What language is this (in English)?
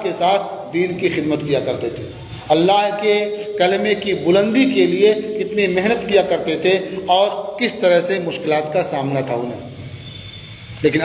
Urdu